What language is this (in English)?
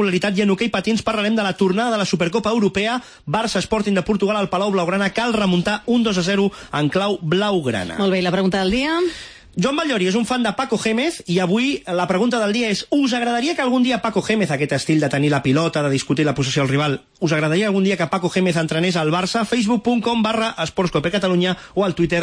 Catalan